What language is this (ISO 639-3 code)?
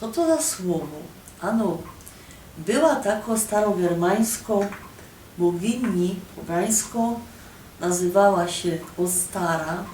szl